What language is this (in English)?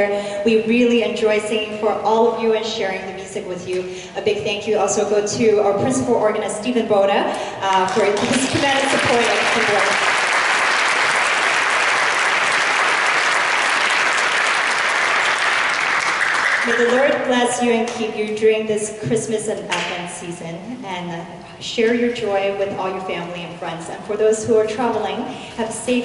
English